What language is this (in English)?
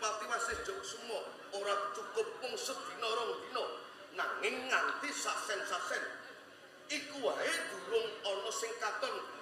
Javanese